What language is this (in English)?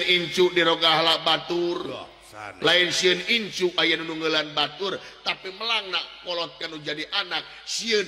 Sundanese